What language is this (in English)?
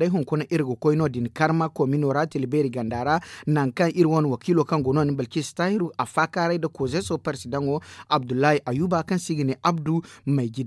Zarma